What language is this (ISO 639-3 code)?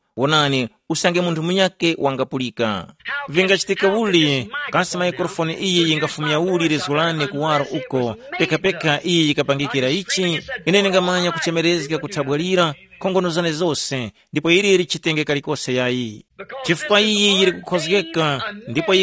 tum